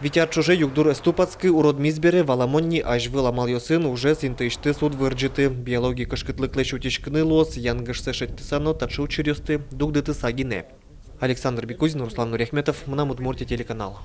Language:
Udmurt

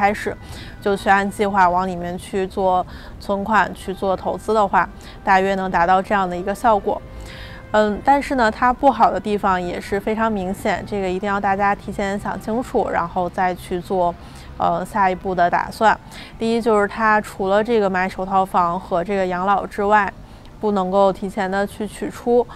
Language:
Chinese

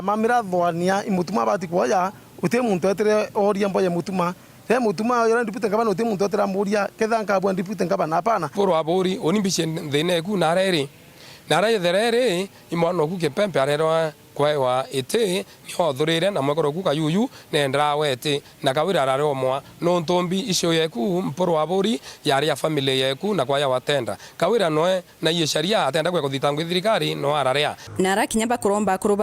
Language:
Meru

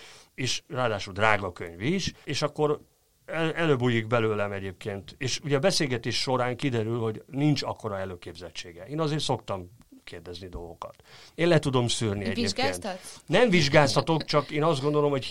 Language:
Hungarian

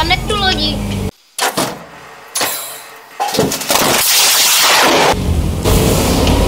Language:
Czech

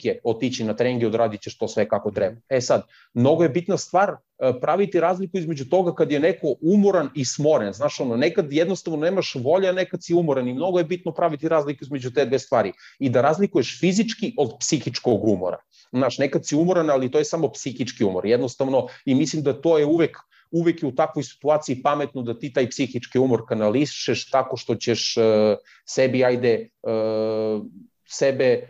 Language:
Serbian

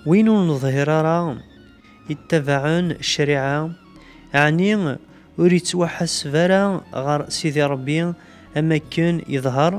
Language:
Kabyle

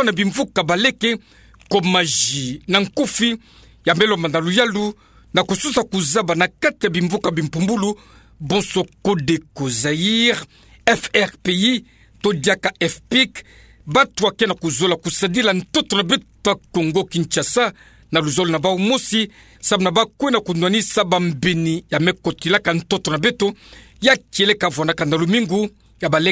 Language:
Kituba (Democratic Republic of Congo)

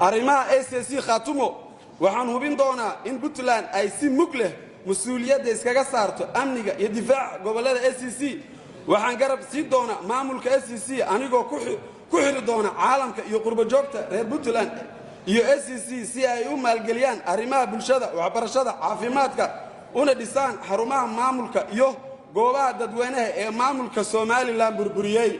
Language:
Somali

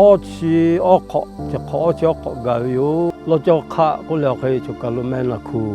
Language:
Lahu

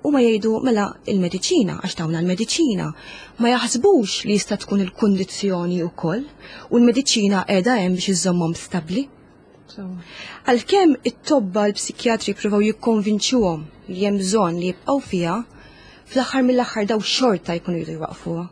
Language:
Maltese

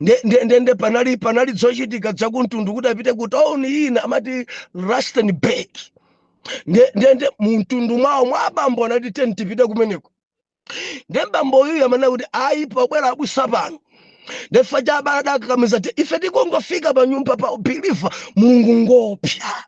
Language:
Nyanja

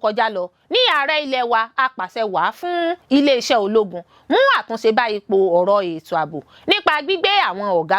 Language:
Yoruba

